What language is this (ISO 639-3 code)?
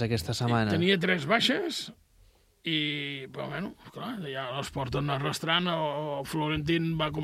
cat